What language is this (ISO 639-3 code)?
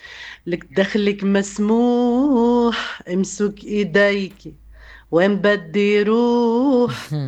apc